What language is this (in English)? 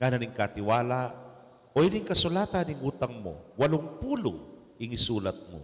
Pampanga